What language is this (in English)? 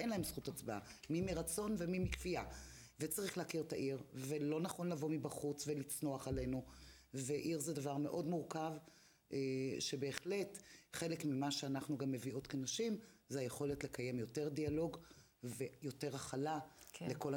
Hebrew